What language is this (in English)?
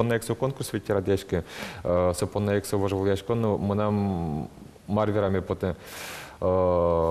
Udmurt